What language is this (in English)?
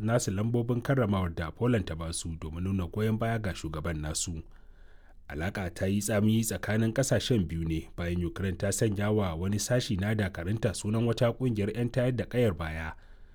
Hausa